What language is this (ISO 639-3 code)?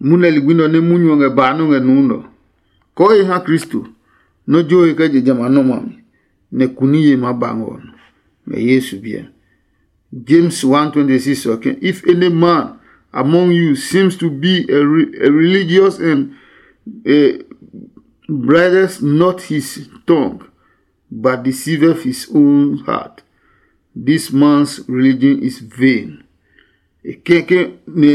ada